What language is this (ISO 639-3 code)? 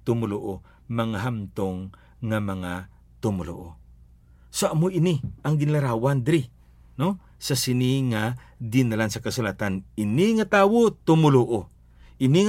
hil